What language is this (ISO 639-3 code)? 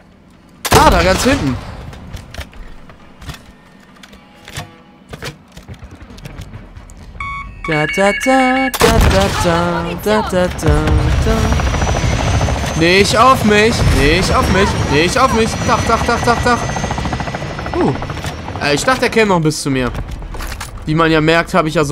deu